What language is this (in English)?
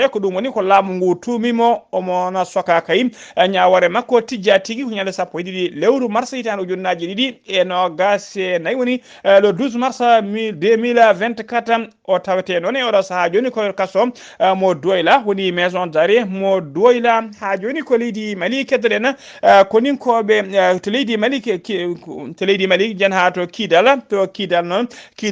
Fula